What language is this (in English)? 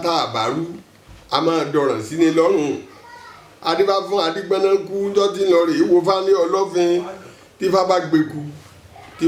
Yoruba